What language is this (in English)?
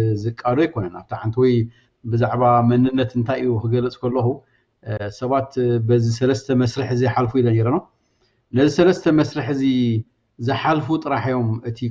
Tigrinya